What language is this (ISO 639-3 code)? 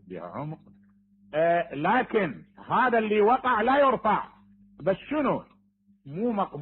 acm